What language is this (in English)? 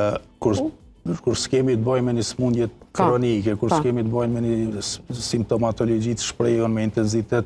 Albanian